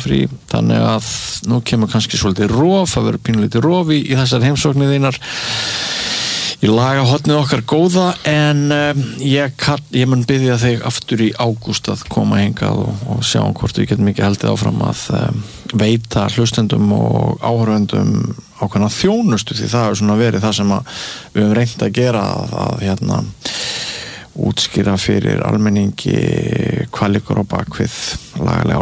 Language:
Icelandic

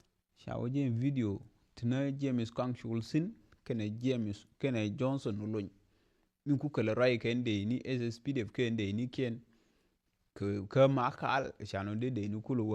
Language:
Nuer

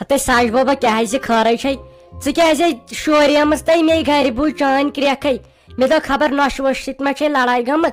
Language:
Kashmiri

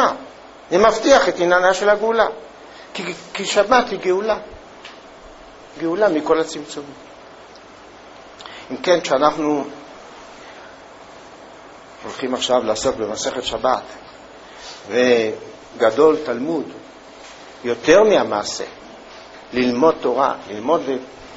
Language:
Hebrew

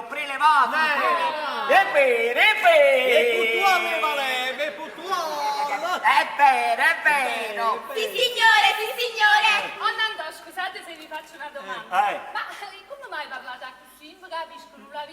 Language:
Neapolitan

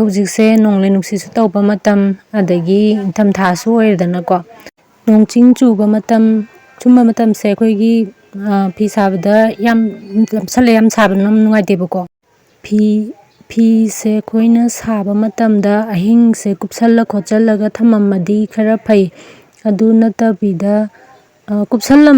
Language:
Manipuri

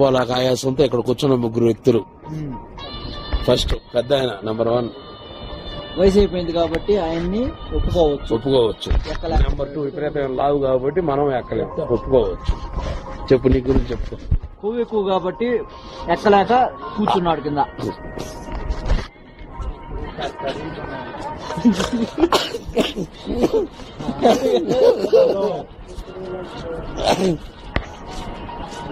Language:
Telugu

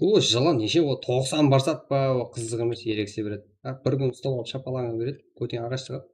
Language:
Kara-Kalpak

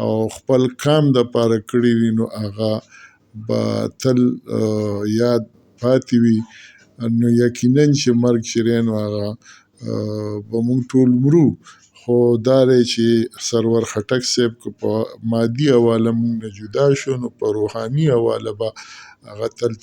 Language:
Pashto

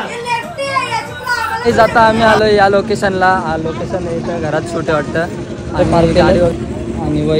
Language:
Marathi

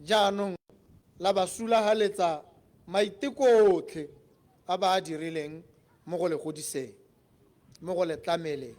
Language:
Tswana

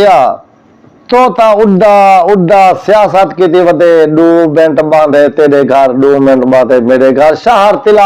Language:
Saraiki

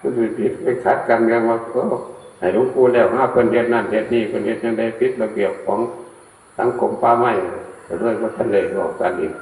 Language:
Northeastern Thai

